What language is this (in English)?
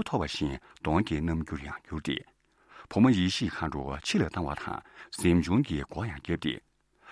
Tibetan